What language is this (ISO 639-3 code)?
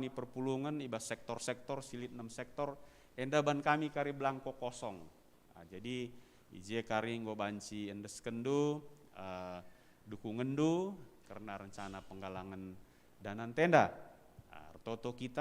btx